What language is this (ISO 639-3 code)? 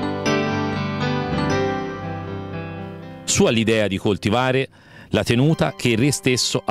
ita